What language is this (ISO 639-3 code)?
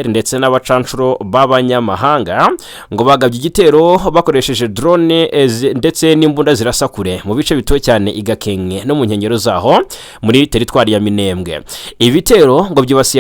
kin